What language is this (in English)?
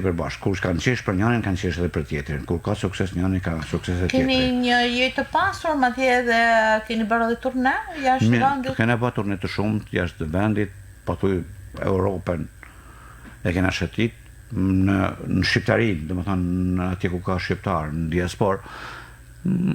Albanian